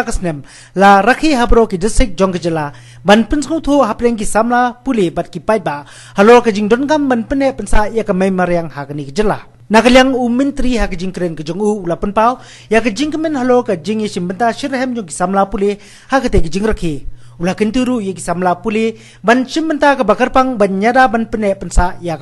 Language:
Khasi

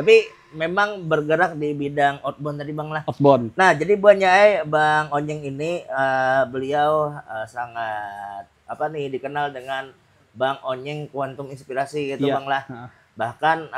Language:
Banjar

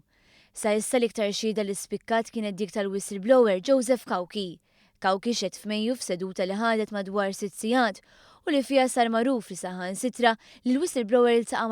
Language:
Maltese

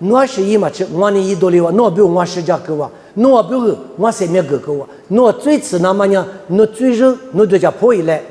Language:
Lisu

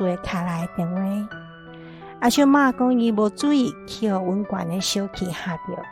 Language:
Min Nan Chinese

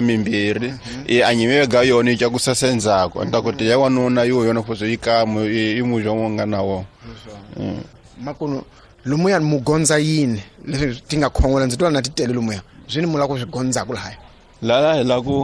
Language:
Tsonga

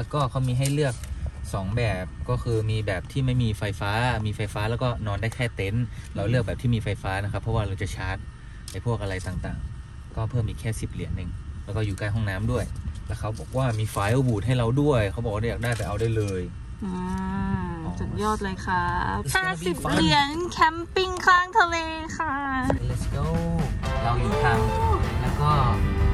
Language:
Thai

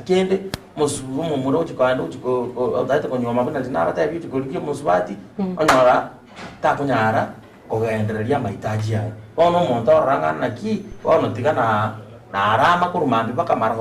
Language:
Gusii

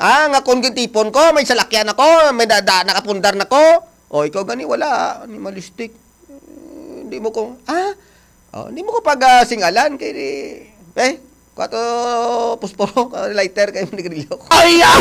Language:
Hiligaynon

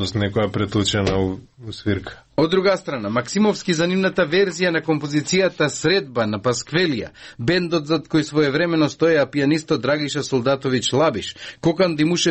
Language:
Macedonian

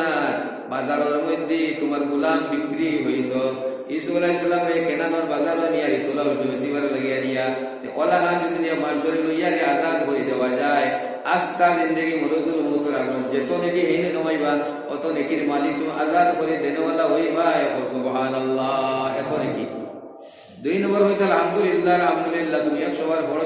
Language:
Sylheti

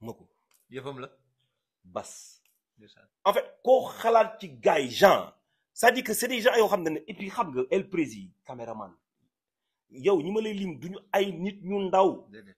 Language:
Wolof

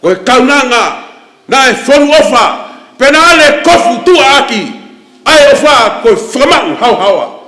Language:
Tongan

